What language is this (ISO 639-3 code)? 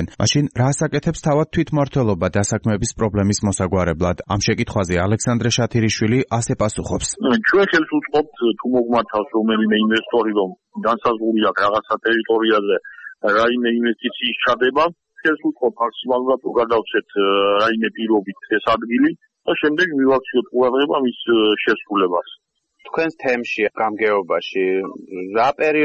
kat